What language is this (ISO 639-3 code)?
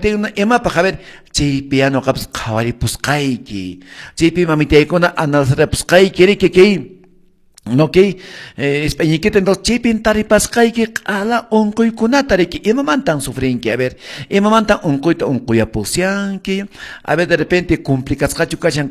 que